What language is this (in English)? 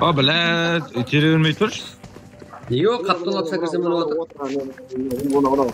Kara-Kalpak